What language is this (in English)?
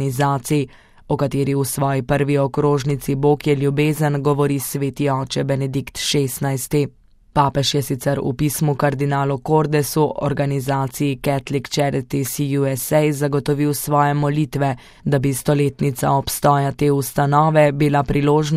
Slovenian